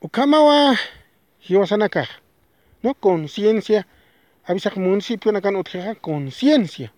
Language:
Aymara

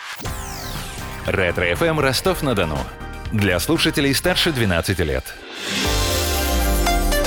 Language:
Russian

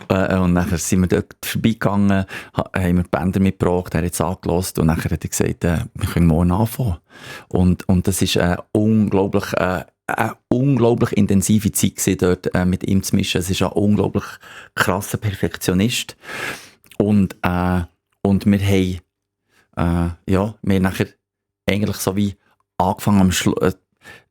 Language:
Swiss German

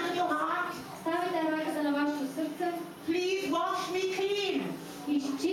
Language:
Macedonian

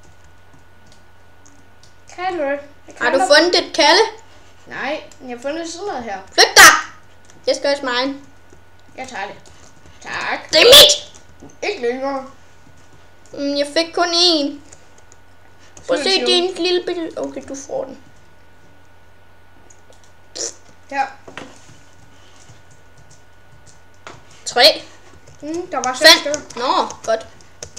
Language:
Danish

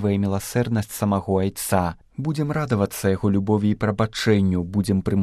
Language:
Belarusian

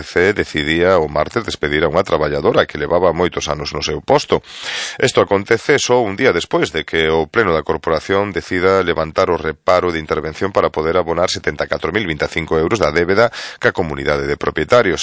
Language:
Galician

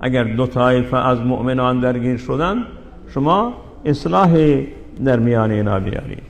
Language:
Persian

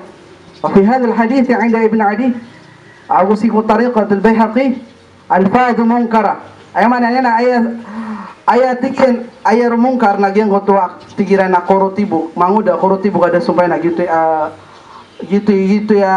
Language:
Maranao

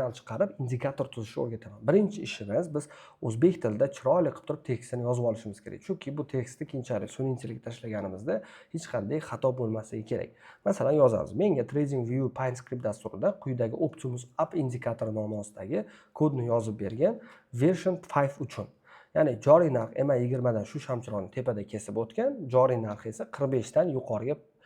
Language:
Uzbek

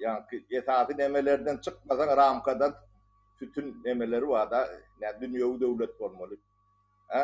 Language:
Turkmen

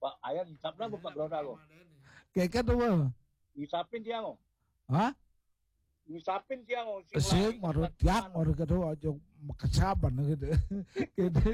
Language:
Balinese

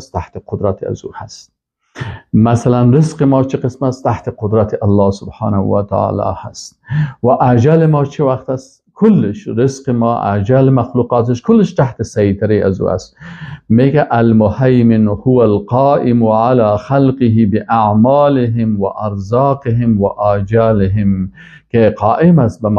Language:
Persian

